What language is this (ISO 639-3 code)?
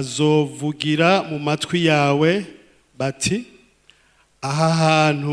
run